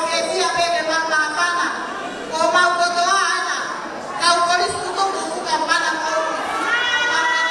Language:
Tongan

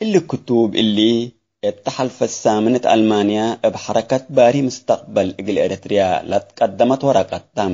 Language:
Tigre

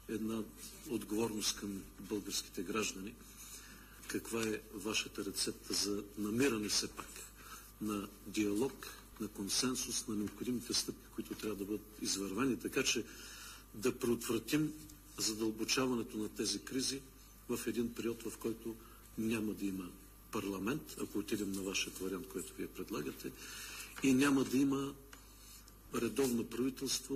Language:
Bulgarian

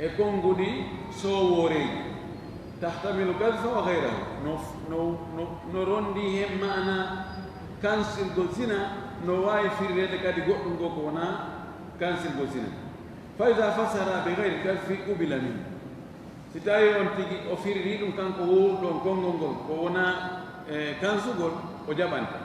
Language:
Fula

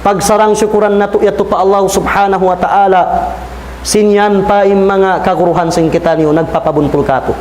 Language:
Tausug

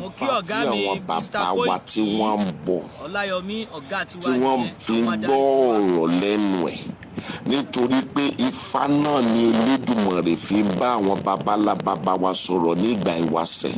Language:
Yoruba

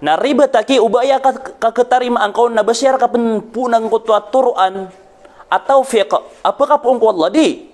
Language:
Maranao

